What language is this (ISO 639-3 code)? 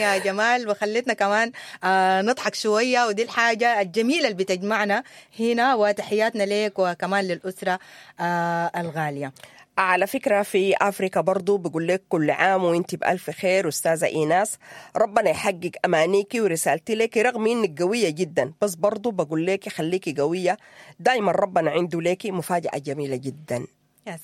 apd